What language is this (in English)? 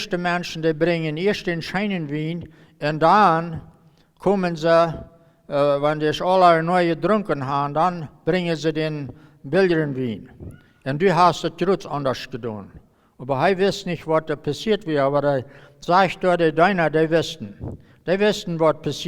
Plautdietsch